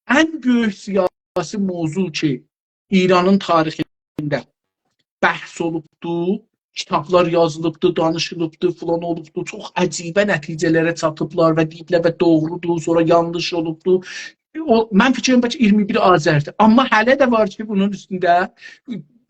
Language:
South Azerbaijani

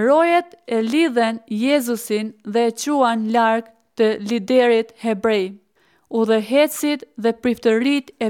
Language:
Albanian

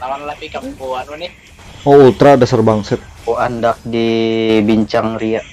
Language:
Banjar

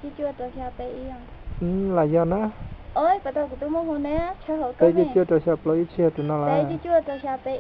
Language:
Hmong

